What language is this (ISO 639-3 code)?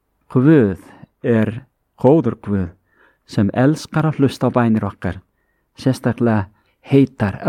isl